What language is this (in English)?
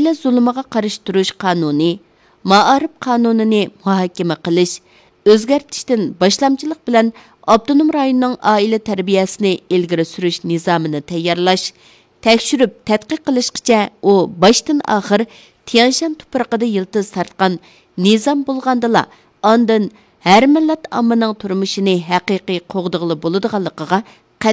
Uyghur